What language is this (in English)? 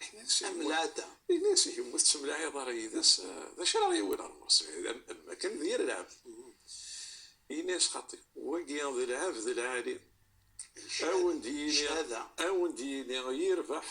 Kabyle